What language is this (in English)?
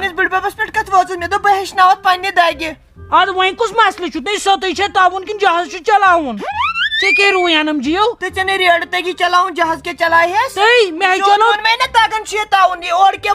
Kashmiri